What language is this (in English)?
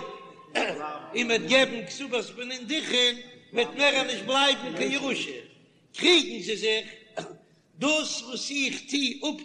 Yiddish